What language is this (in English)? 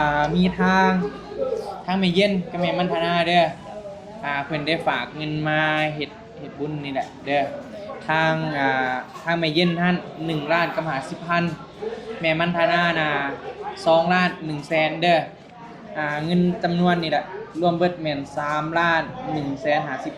Northeastern Thai